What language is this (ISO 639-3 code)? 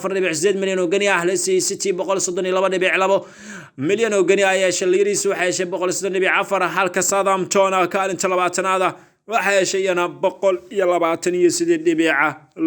som